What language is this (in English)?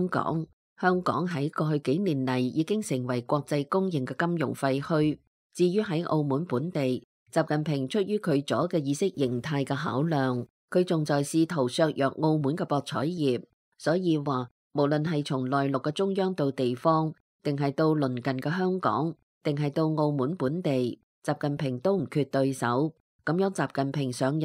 Cantonese